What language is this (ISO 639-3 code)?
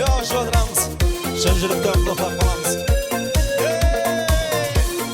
kaa